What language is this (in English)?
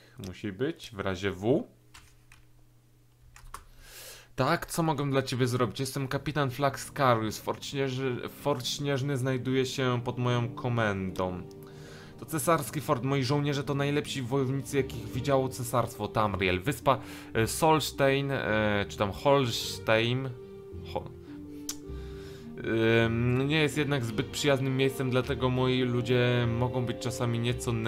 Polish